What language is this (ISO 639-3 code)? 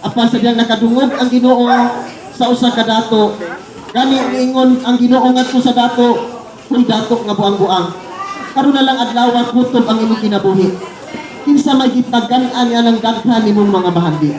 ceb